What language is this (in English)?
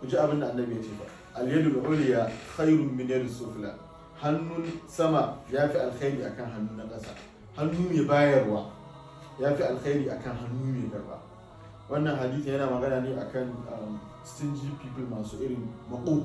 Hausa